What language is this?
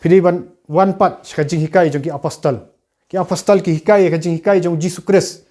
Khasi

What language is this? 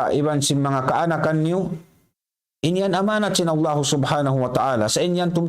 Tausug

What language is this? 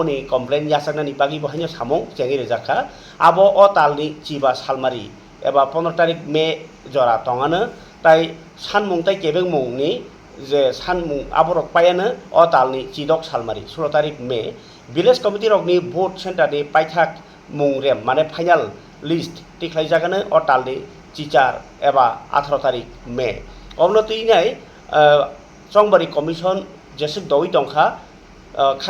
Kok Borok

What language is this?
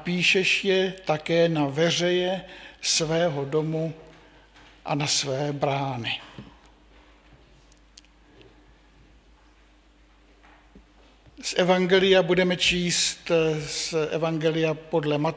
Czech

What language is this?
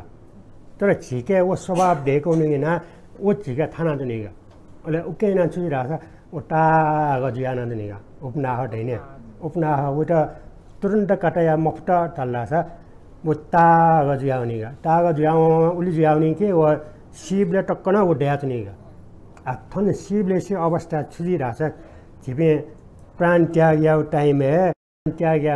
Newari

